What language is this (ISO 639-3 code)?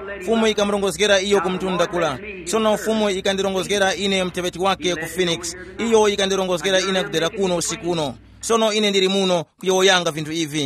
tum